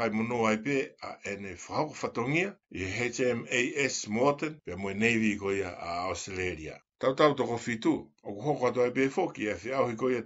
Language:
Tongan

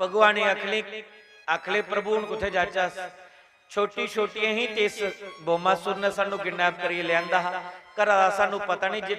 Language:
Dogri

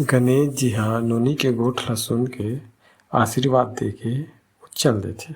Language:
Chhattisgarhi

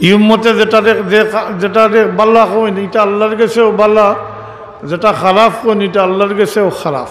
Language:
Sylheti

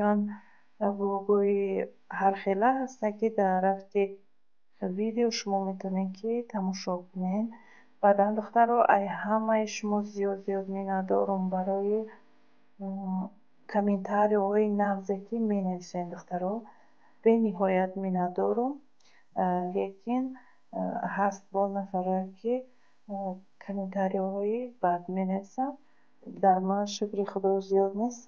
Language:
Tajik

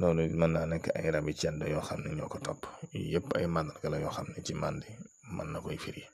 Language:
Wolof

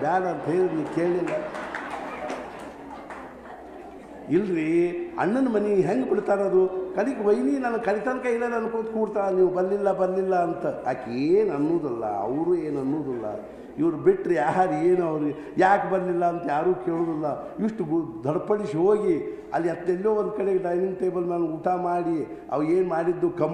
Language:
Kannada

